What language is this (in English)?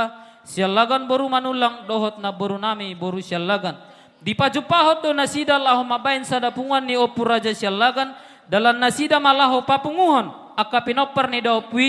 Batak Toba